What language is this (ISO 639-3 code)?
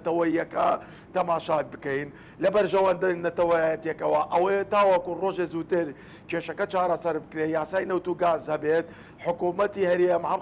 ckb